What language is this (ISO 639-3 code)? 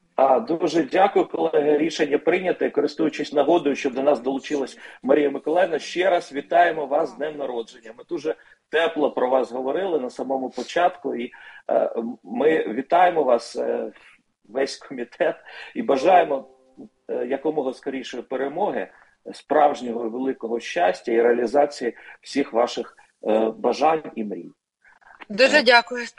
ukr